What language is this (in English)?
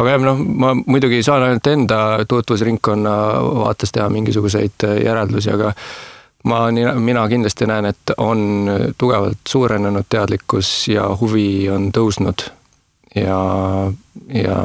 Estonian